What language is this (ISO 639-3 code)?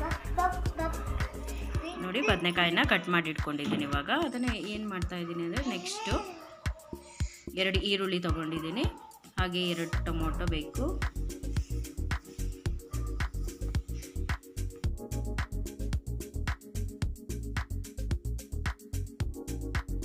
kan